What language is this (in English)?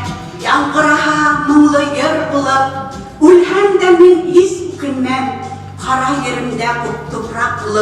Bashkir